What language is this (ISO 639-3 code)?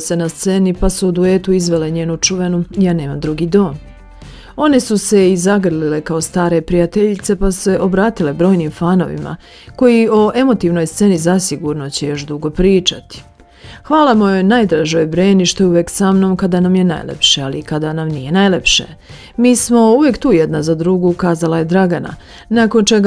srp